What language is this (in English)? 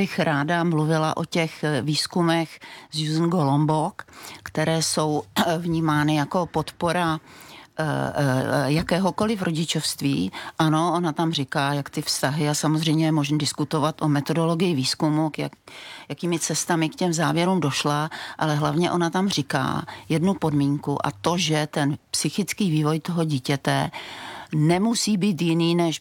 Czech